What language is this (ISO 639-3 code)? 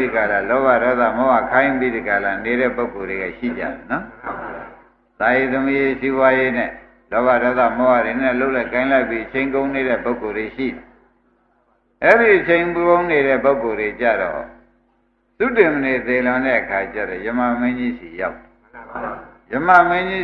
mya